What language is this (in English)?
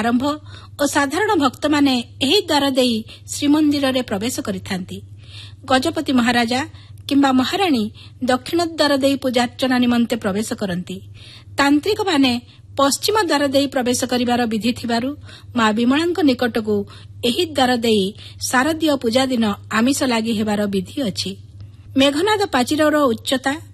Odia